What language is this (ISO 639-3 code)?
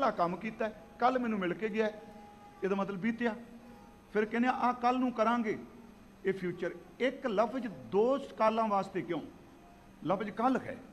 pan